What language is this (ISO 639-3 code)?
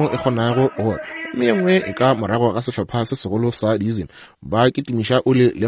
nso